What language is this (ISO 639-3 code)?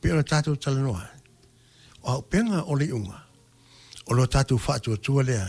smo